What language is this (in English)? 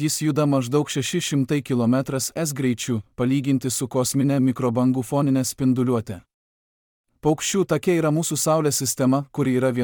Lithuanian